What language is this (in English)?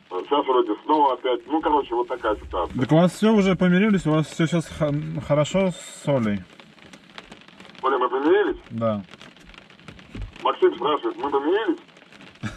Russian